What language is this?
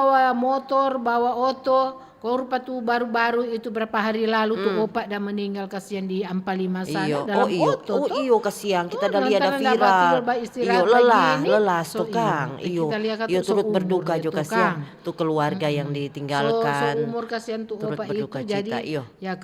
Manado Malay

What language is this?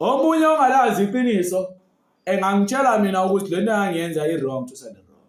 Zulu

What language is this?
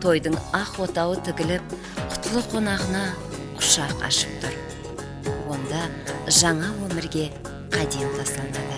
Kara-Kalpak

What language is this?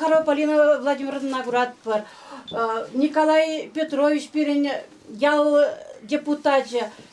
Chuvash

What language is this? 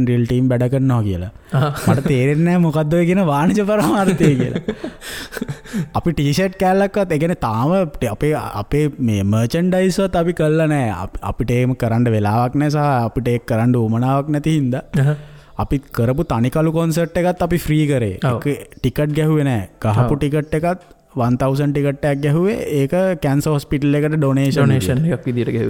Sinhala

